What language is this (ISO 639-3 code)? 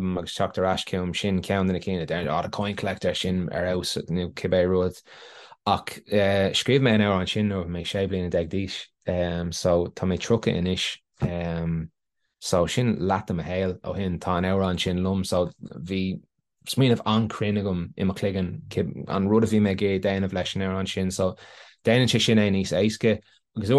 gle